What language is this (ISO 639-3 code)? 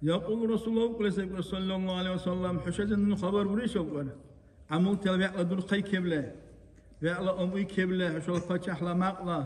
dar